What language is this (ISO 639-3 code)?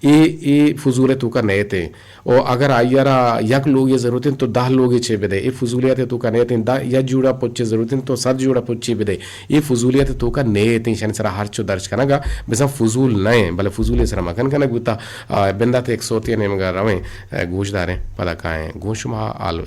bgp